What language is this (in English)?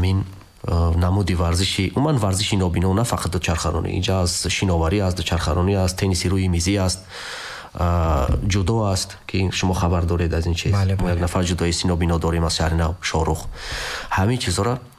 Tajik